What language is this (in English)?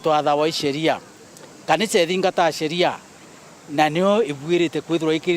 Meru